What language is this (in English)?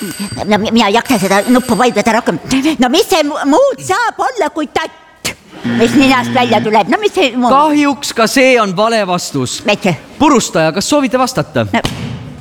Estonian